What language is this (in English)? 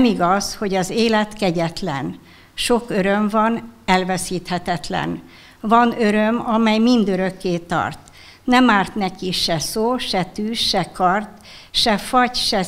Hungarian